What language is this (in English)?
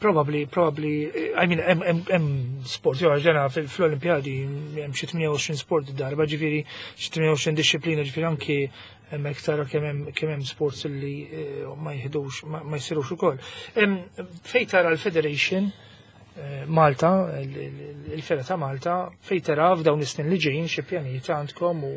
Maltese